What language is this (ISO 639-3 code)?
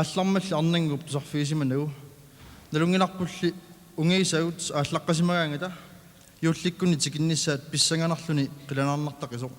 kal